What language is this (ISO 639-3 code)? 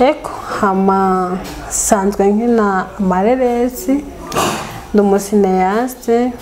run